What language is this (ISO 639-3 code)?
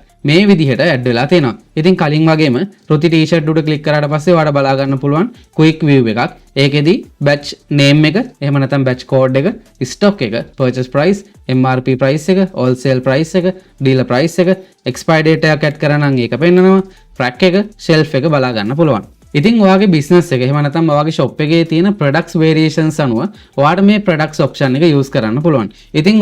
sin